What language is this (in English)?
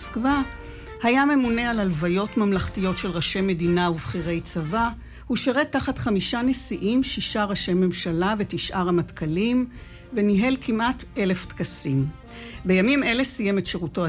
Hebrew